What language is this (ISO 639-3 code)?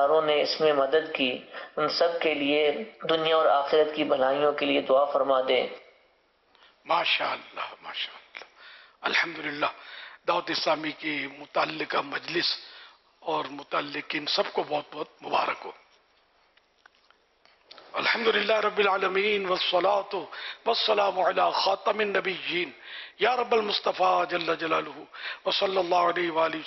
urd